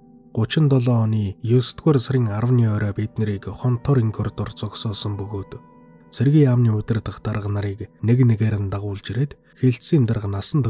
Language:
Mongolian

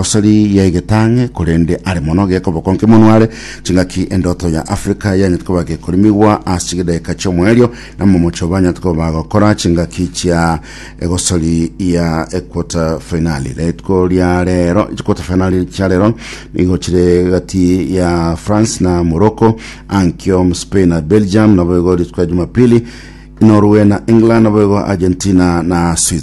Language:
Gusii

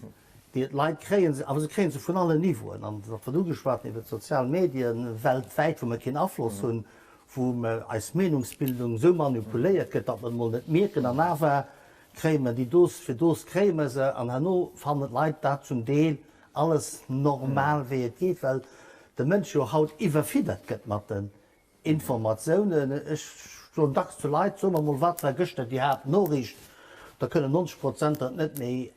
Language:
Luxembourgish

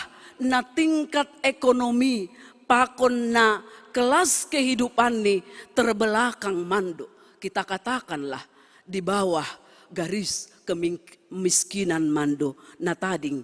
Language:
Batak Simalungun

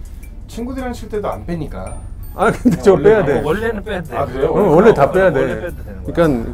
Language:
Korean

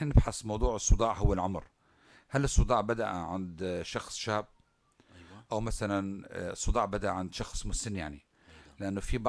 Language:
North Levantine Arabic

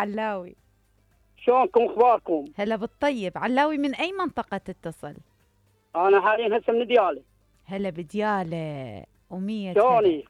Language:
Mesopotamian Arabic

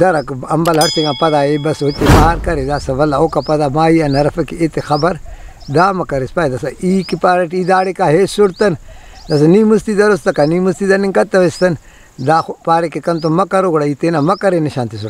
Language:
Brahui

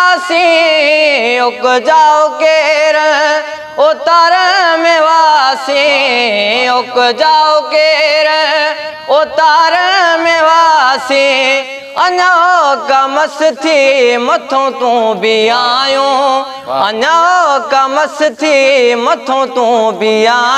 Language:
Sindhi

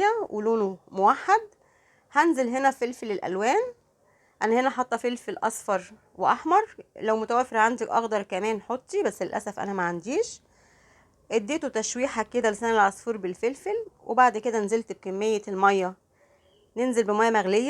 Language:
Egyptian Arabic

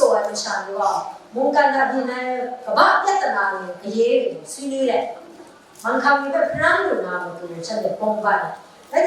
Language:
Kachin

